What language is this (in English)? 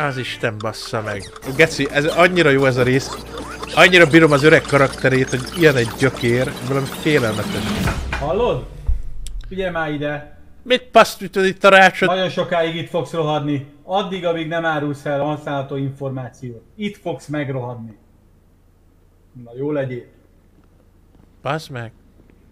Hungarian